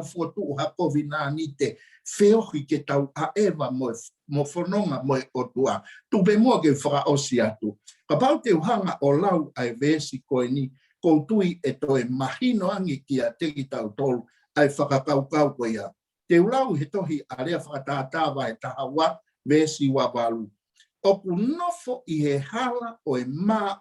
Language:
Tongan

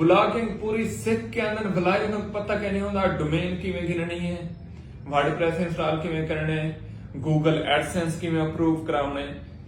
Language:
Saraiki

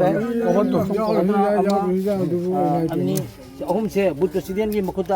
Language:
Manipuri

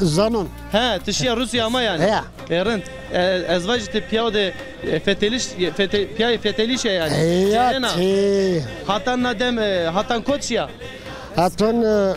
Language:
Zaza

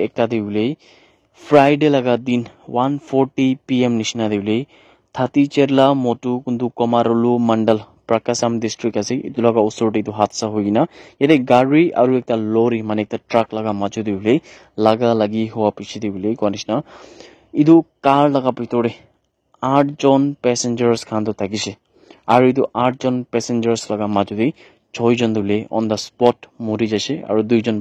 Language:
Naga Pidgin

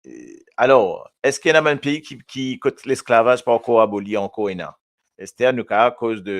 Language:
Morisyen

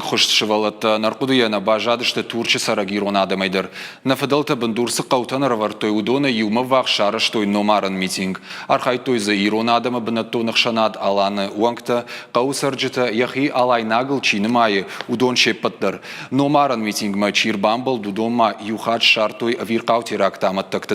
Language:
Ossetic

